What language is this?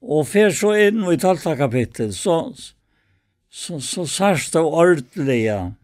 Faroese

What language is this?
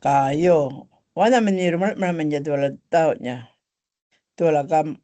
Gumatj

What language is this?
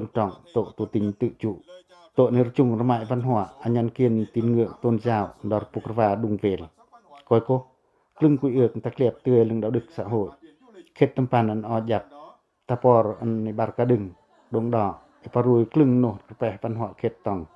Pacoh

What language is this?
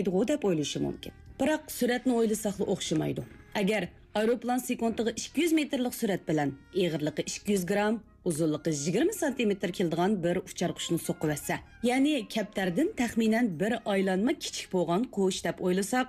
Uyghur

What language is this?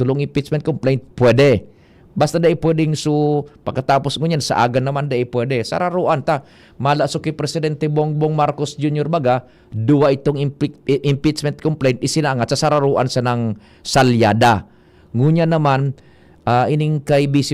Bikol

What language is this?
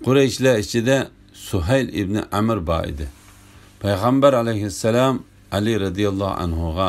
Uyghur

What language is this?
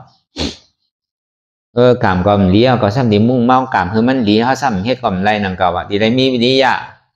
Shan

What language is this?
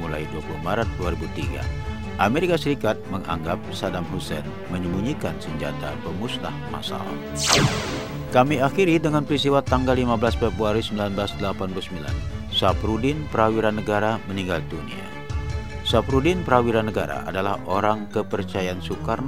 Indonesian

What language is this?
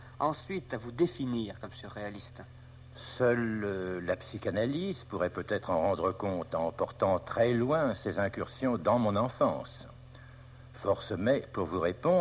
French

